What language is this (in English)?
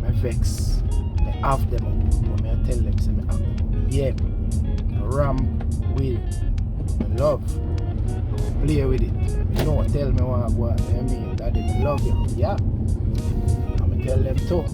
Jamaican Creole English